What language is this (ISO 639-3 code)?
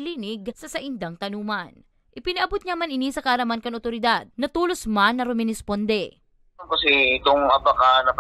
bik